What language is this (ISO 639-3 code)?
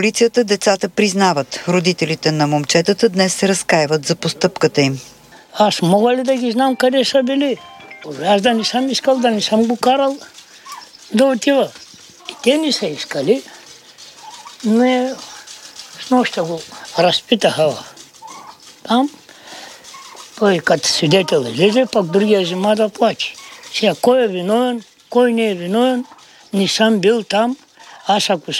bul